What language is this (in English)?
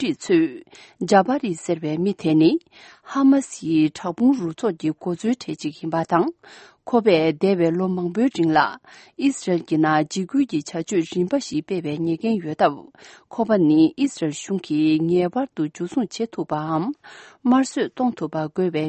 Tibetan